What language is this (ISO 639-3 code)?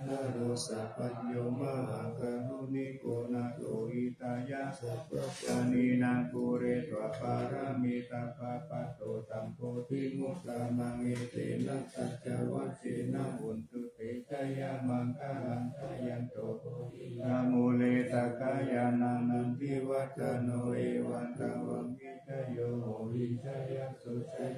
pli